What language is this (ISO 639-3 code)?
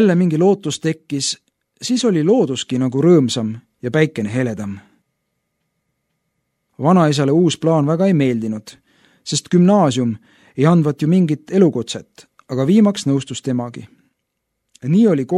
est